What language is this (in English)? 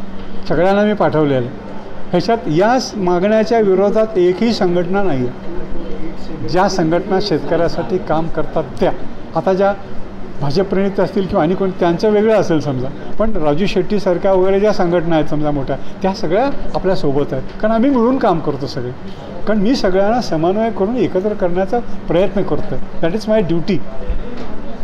Marathi